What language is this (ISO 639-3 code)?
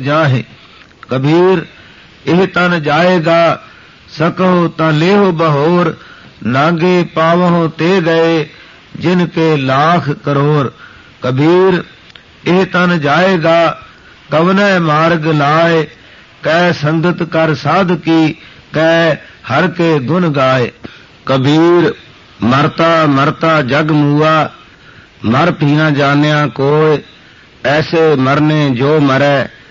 pan